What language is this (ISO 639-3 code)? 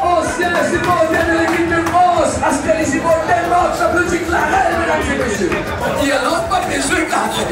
mfe